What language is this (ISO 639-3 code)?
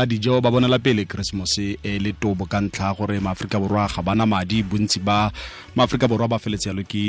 tsn